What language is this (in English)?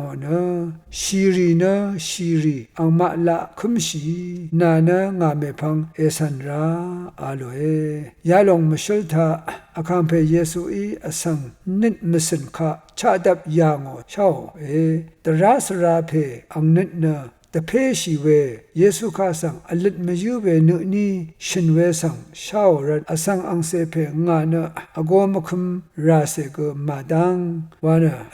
Rawang